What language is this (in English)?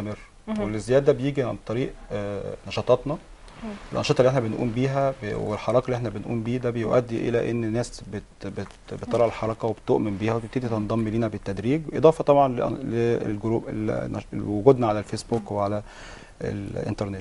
Egyptian Arabic